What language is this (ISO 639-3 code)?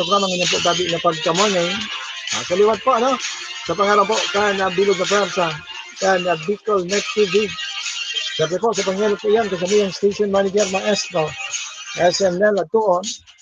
bik